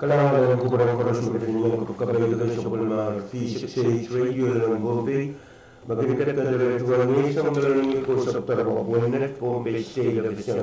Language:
Pohnpeian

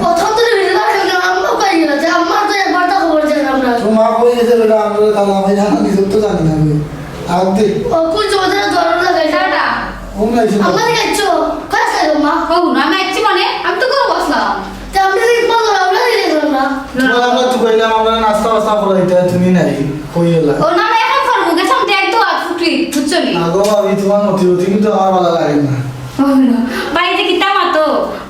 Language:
Sylheti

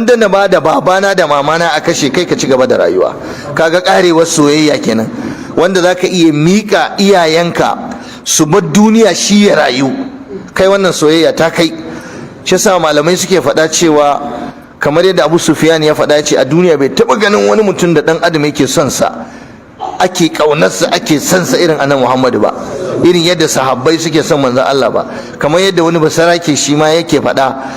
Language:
Hausa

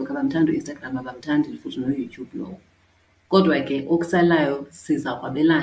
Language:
Xhosa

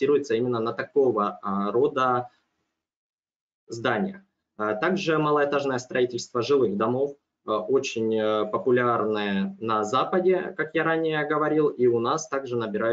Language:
Russian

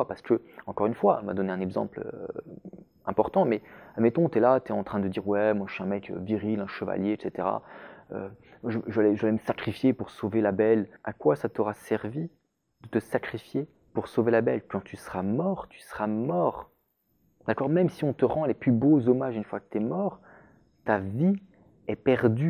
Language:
French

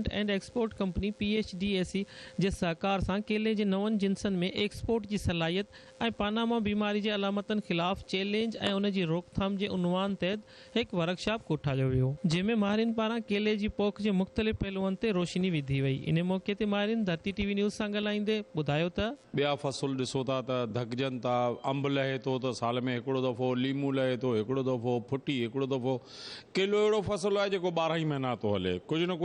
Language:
Sindhi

